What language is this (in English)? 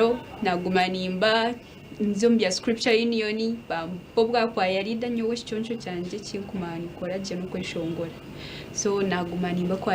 Nyankole